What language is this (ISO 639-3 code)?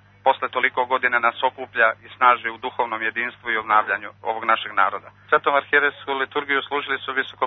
srp